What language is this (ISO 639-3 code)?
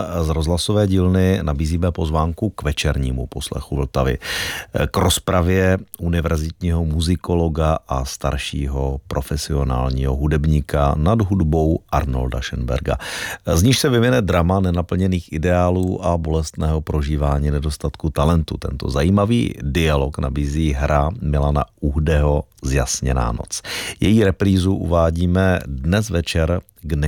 ces